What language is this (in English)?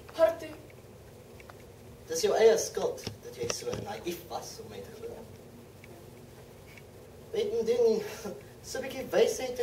Afrikaans